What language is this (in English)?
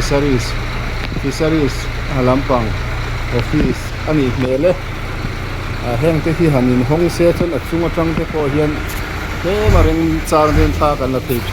Mizo